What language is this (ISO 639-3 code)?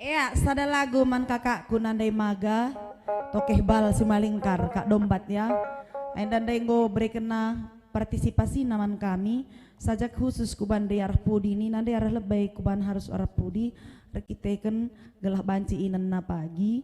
btx